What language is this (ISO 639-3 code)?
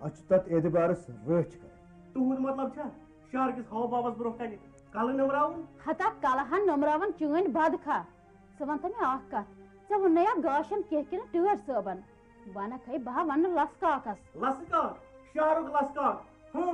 kas